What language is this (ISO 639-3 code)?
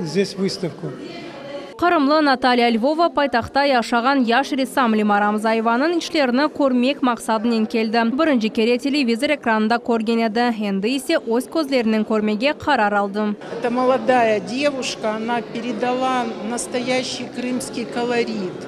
crh